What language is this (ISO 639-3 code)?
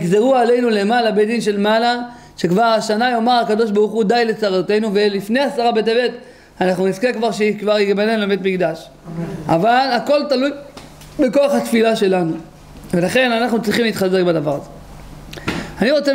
heb